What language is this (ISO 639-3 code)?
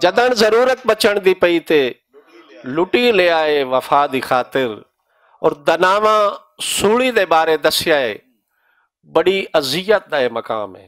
lah